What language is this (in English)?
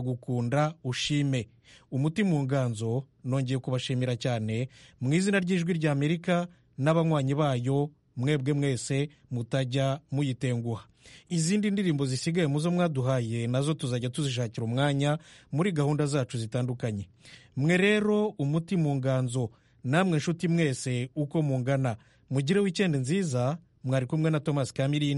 Kinyarwanda